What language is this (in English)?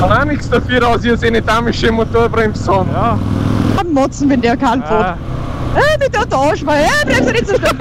Bavarian